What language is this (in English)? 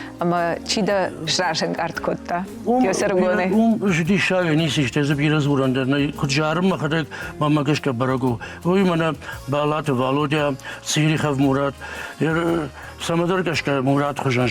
Ossetic